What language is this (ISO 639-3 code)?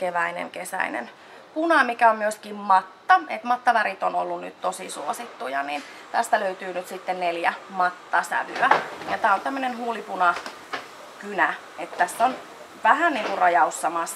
fin